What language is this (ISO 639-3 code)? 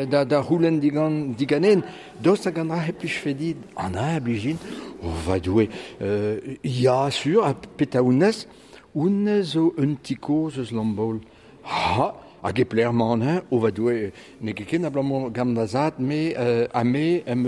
bre